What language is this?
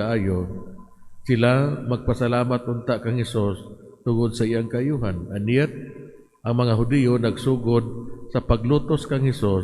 Cebuano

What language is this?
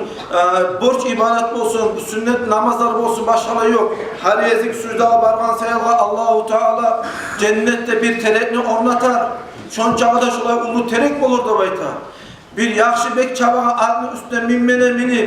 Kumyk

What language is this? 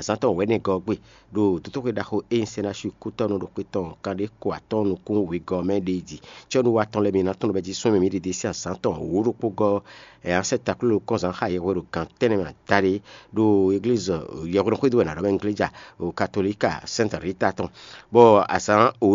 Fon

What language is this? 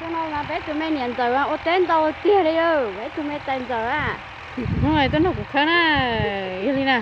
Hmong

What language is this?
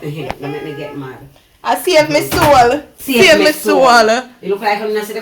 Jamaican Creole English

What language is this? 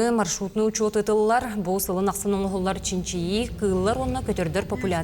Yakut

